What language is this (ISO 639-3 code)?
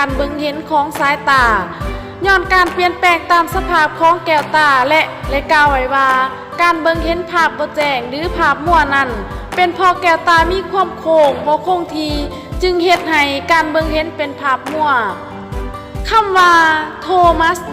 lao